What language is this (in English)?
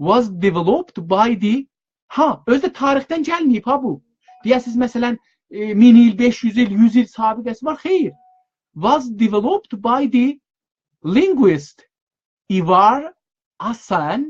South Azerbaijani